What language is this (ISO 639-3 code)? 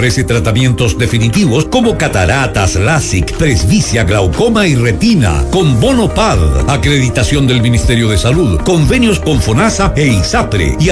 spa